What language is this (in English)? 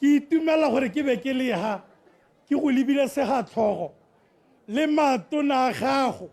Tswana